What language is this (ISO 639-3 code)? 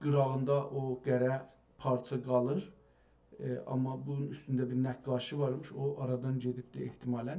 azb